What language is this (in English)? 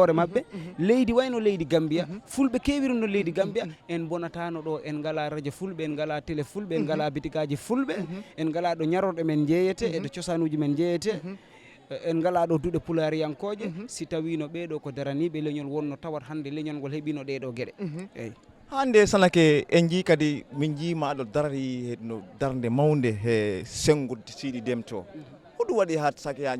Fula